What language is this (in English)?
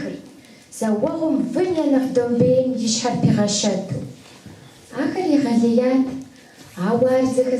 Kabardian